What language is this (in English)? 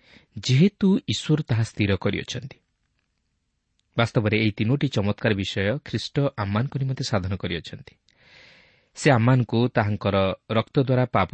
Odia